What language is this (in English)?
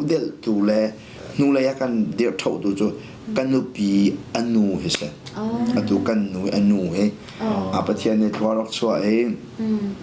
Hakha Chin